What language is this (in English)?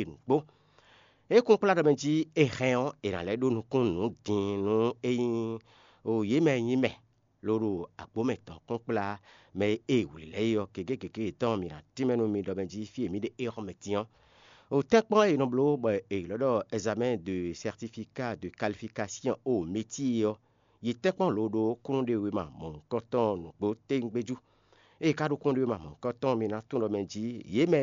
Fon